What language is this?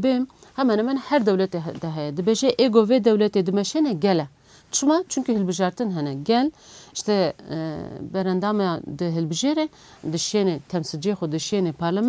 Kurdish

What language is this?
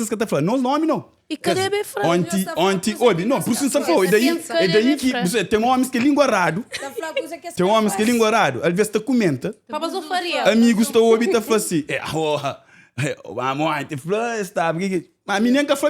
Kabuverdianu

